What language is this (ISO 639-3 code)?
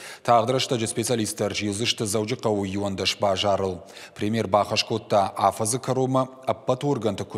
oss